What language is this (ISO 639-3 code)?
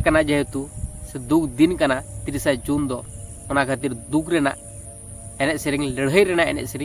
sat